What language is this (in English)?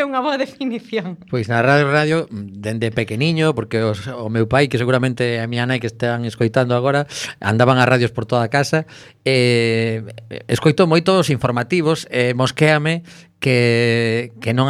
Galician